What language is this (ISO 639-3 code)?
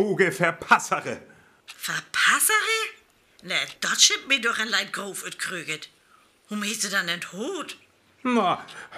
frr